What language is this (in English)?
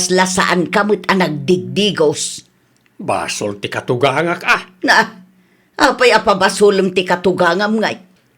Iloko